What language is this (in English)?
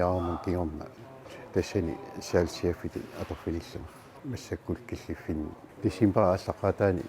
Kalaallisut